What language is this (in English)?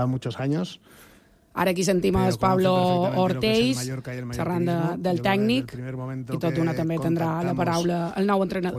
Catalan